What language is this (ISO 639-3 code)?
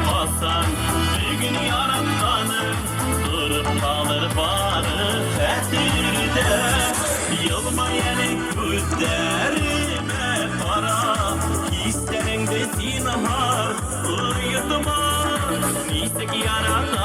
bak